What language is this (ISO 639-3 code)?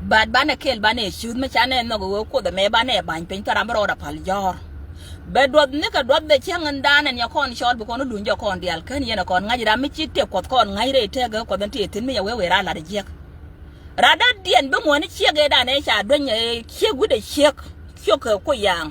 nus